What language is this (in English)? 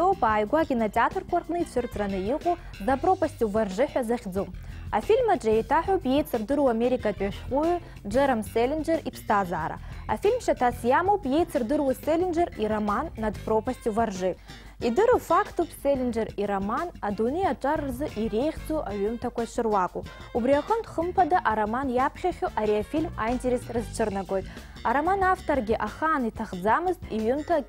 Abkhazian